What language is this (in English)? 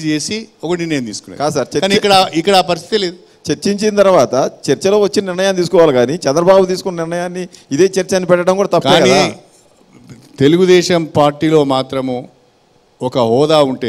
Telugu